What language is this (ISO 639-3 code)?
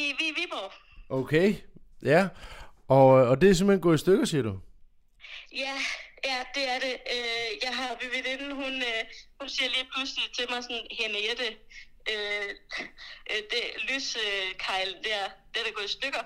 dan